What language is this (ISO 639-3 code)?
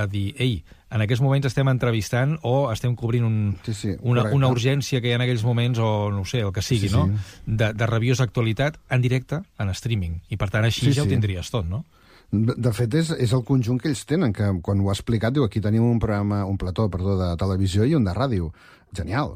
cat